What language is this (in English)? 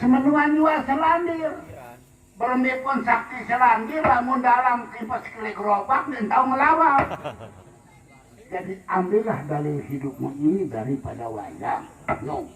Sasak